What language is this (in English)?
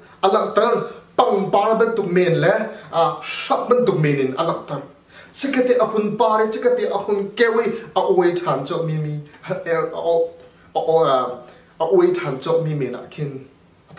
Hakha Chin